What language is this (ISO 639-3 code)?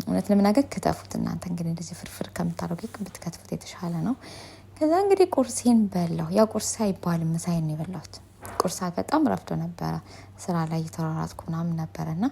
amh